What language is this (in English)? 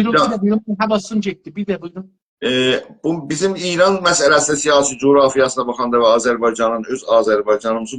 South Azerbaijani